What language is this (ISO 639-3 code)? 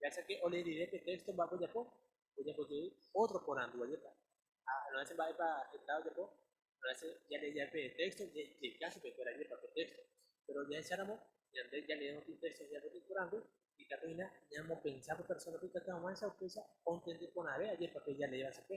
grn